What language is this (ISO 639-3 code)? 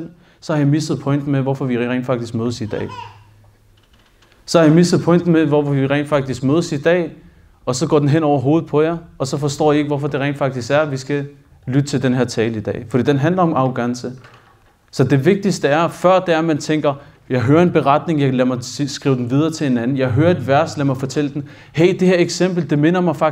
dan